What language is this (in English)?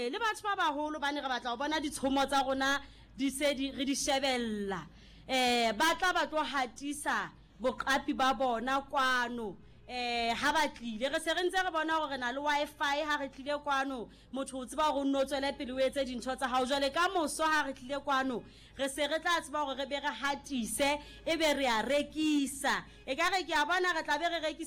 Southern Sotho